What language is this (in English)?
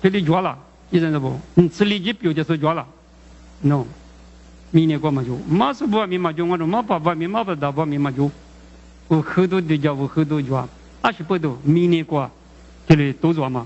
Lisu